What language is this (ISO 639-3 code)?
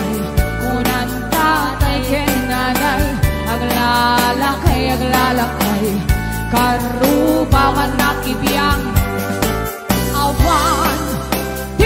ilo